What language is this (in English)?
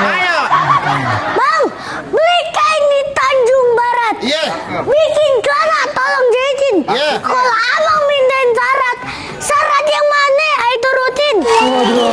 Betawi